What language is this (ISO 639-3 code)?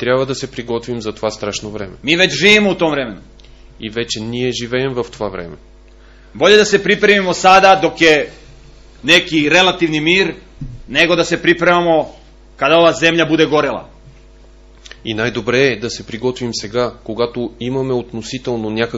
bul